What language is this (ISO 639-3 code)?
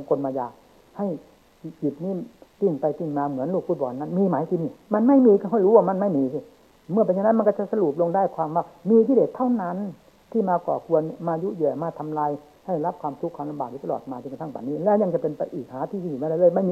tha